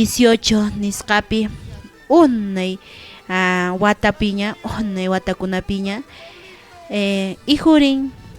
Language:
Quechua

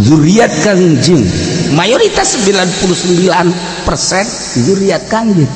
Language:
Sundanese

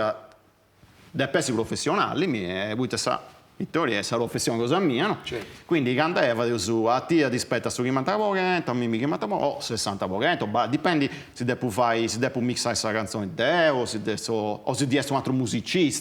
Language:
Sardinian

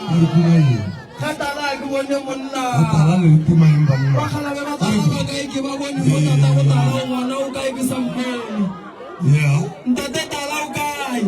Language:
Northern Sotho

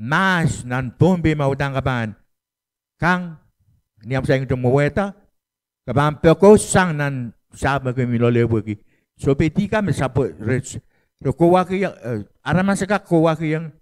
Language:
Pohnpeian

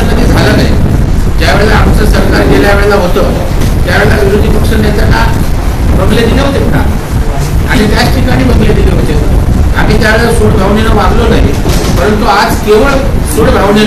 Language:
Marathi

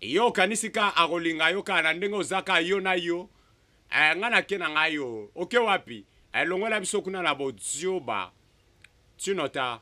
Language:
Lingala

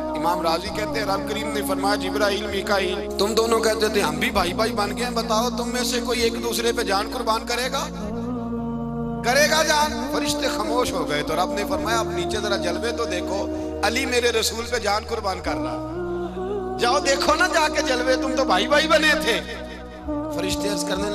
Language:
Urdu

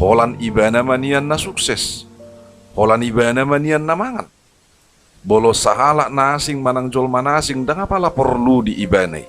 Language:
Batak Toba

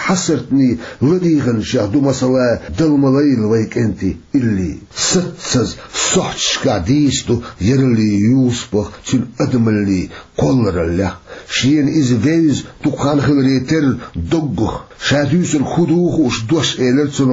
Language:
Chechen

